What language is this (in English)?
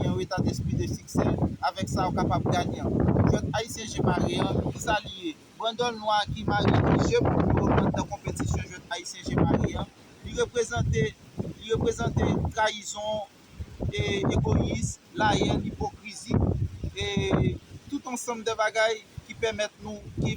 Haitian Creole